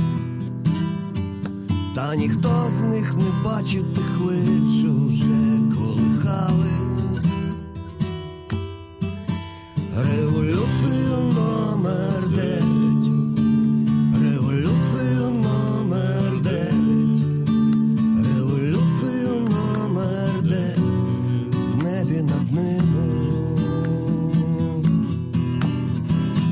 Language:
Ukrainian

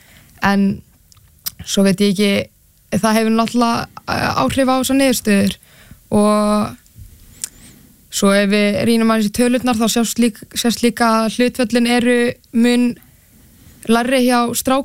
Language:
Icelandic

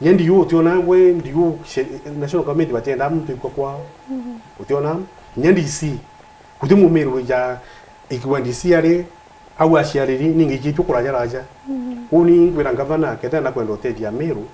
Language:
Meru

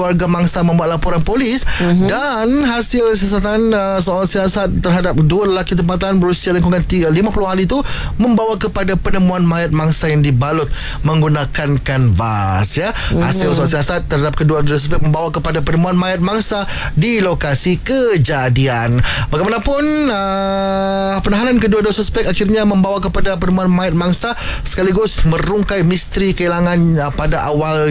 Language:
Malay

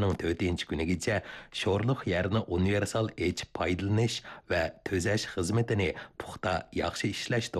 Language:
Uyghur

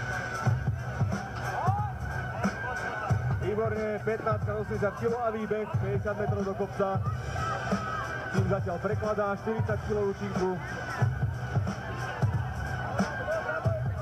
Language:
Slovak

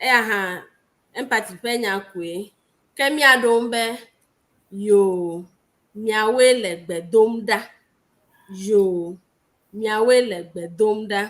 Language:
Ewe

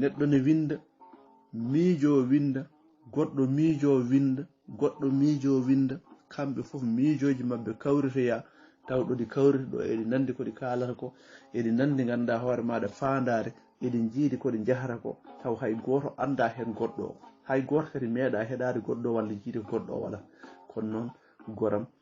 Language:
Fula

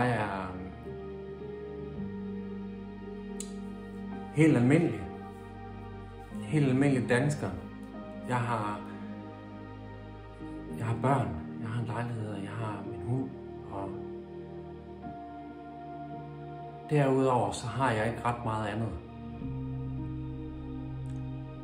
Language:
Danish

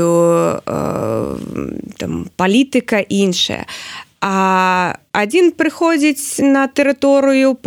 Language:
Belarusian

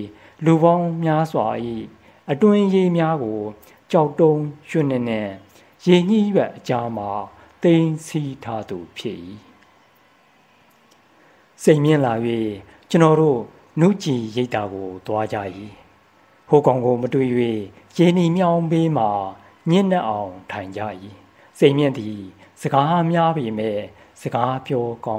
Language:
Burmese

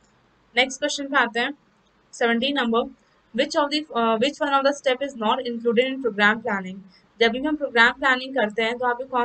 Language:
Hindi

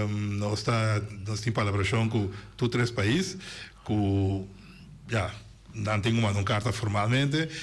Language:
Papiamento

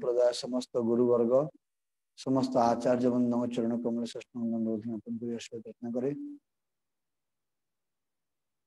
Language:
Odia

